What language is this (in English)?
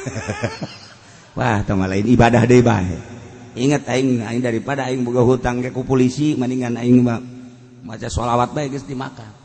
Sundanese